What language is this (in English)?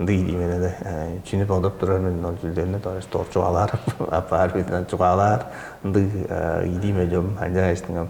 Tuvinian